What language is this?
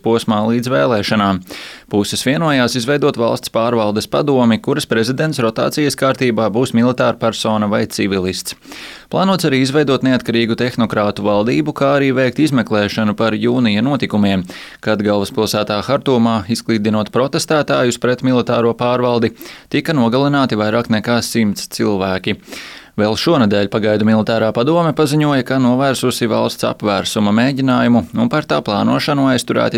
Latvian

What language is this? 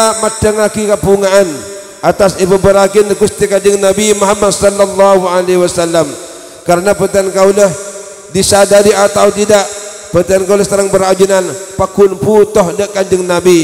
Madurese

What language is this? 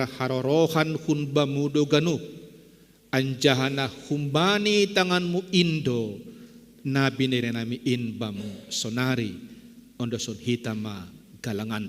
Batak Simalungun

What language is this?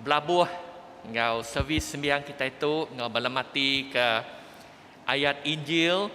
Iban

